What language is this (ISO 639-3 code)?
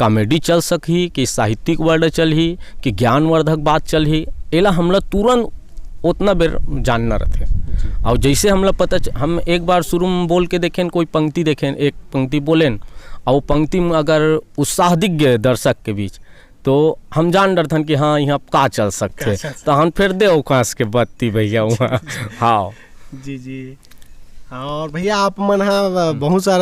hne